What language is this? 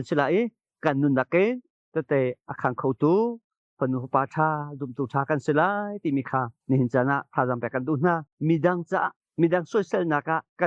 Hakha Chin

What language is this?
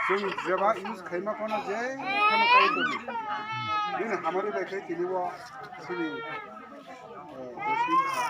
Kok Borok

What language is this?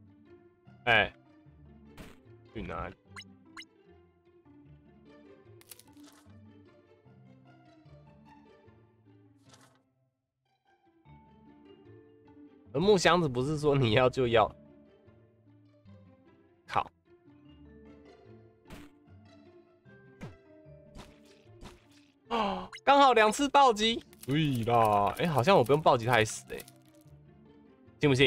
Chinese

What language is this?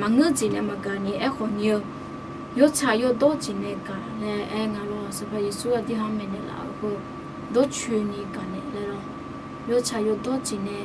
Akha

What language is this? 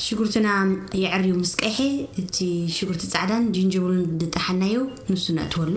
Tigrinya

